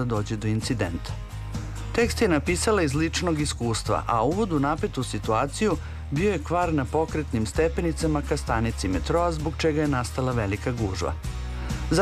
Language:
Serbian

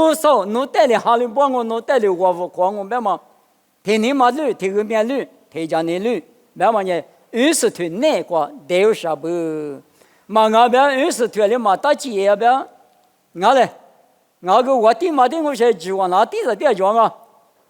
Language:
Lisu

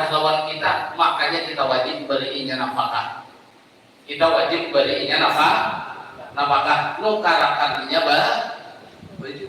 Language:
Banjar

